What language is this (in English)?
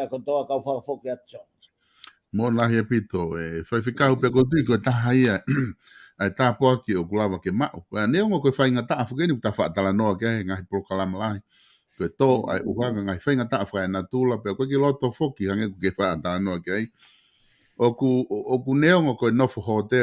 Tongan